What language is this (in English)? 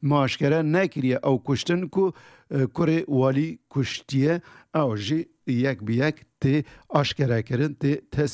Kurdish